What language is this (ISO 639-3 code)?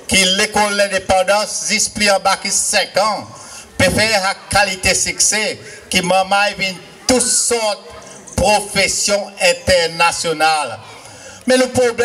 crs